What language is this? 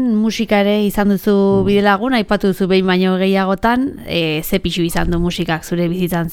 Basque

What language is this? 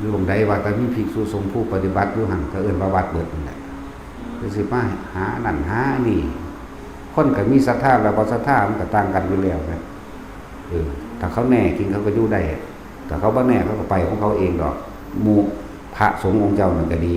Lao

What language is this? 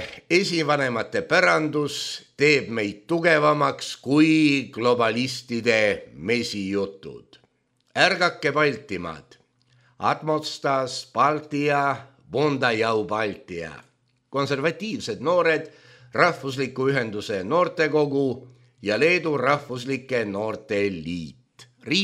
Estonian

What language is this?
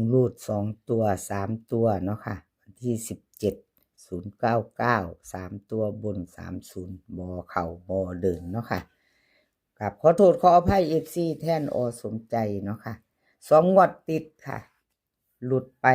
Northeastern Thai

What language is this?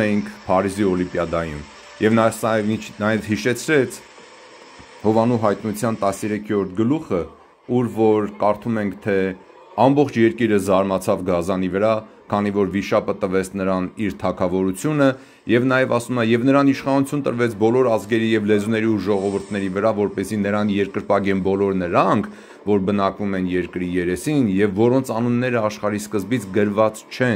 Armenian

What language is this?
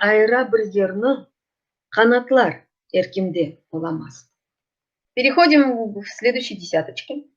Crimean Tatar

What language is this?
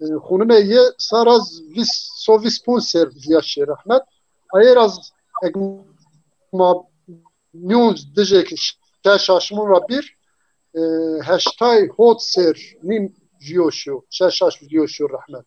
Zaza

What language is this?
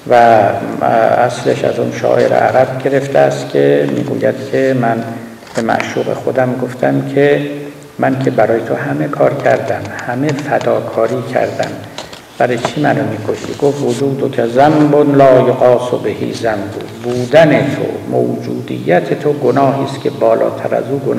Persian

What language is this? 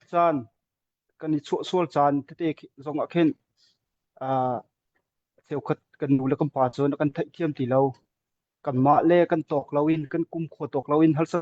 Hakha Chin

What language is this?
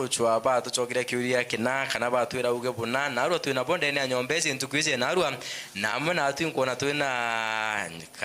Meru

